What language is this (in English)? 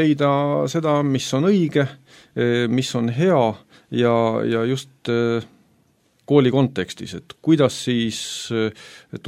Estonian